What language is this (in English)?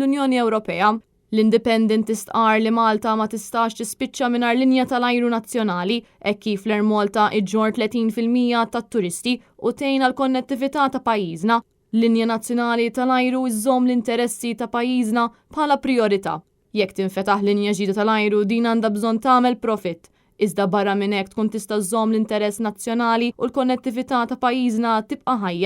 Maltese